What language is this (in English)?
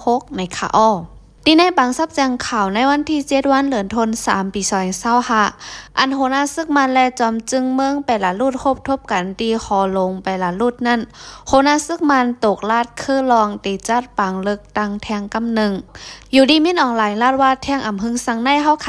Shan